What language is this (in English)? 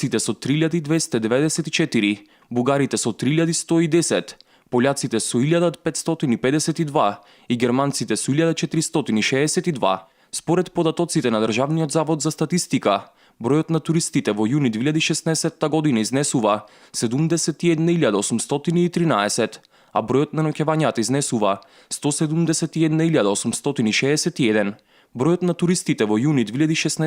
Macedonian